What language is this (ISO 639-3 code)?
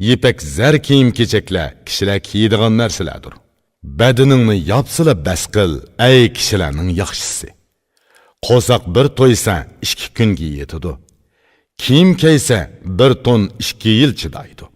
uig